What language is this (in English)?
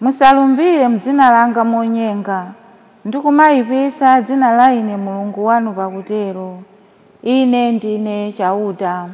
Nyanja